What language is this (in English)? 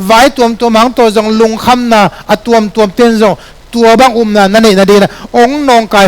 Tedim Chin